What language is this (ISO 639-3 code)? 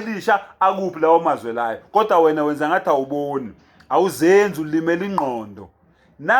zul